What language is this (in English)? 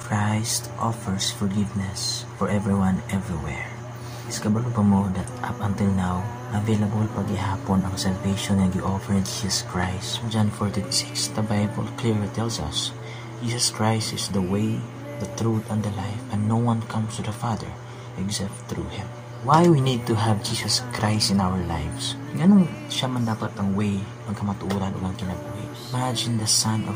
Cebuano